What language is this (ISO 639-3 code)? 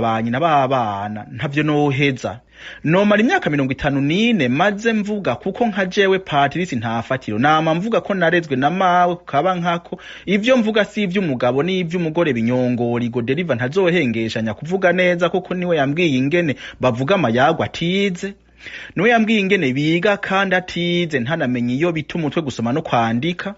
run